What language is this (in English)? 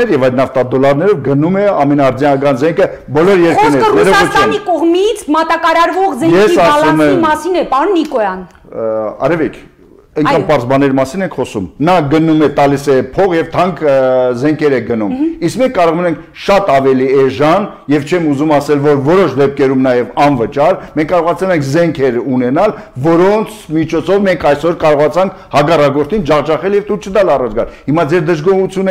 Armenian